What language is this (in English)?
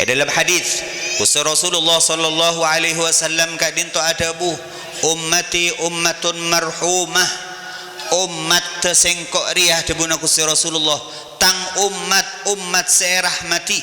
Madurese